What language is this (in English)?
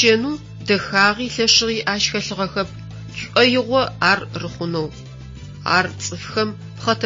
Adyghe